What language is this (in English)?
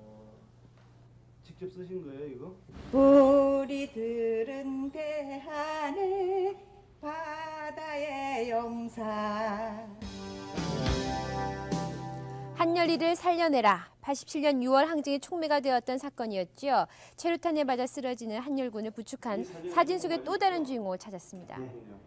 Korean